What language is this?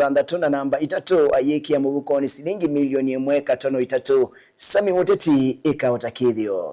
Kamba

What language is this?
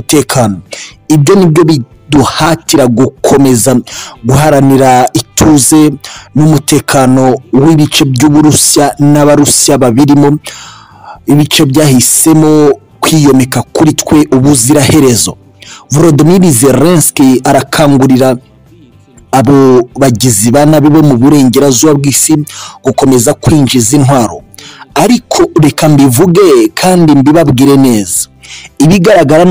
Kinyarwanda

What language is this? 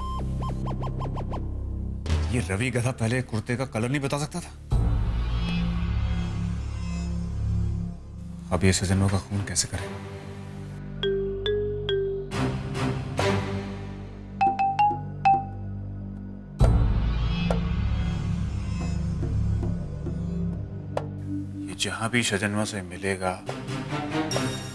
Hindi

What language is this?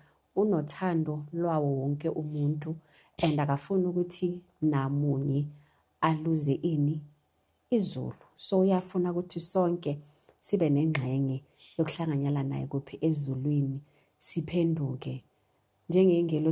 Zulu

